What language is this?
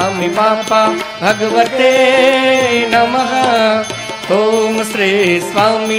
Gujarati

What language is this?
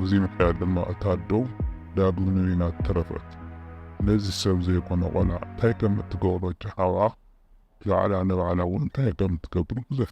Tigrinya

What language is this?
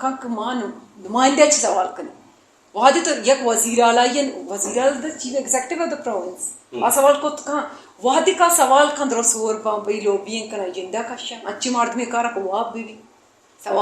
Brahui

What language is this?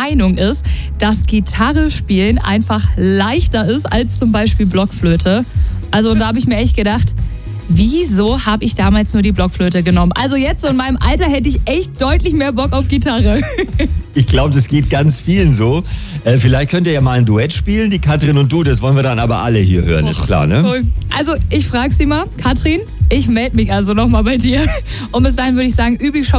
German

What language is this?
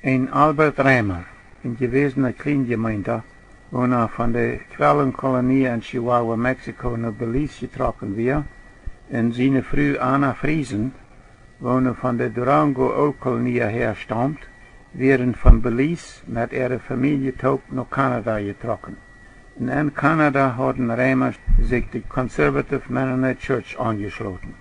Plautdietsch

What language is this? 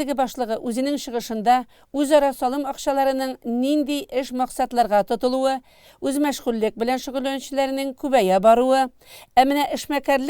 Tatar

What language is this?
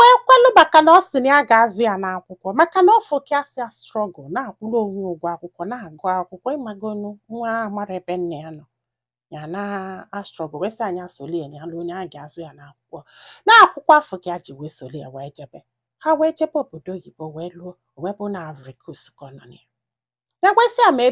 Igbo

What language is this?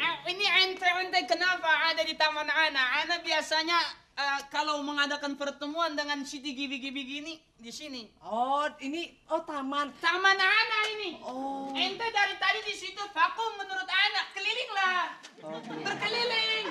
Betawi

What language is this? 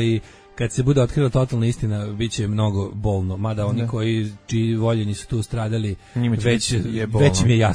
Serbian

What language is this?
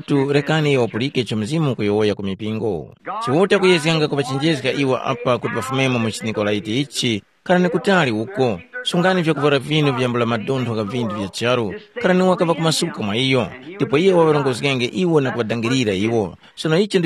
Tumbuka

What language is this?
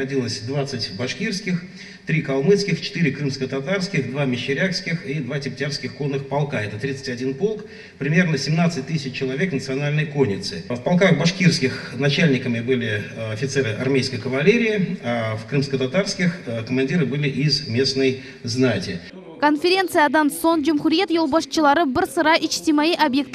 Crimean Tatar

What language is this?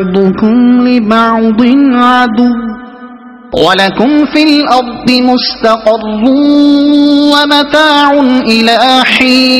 Arabic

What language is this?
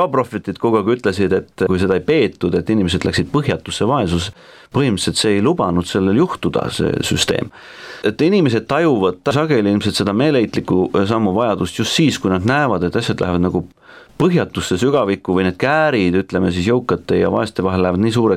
Estonian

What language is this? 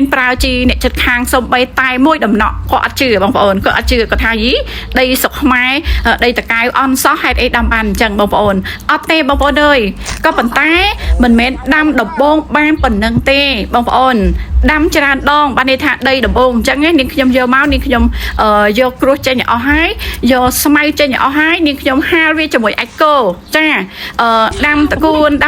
Khmer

